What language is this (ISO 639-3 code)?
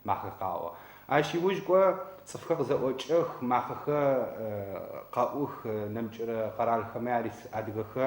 ady